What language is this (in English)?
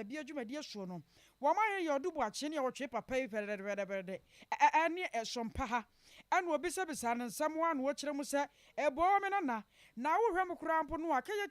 Akan